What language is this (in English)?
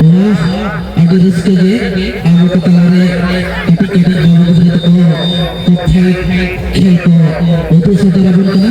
Santali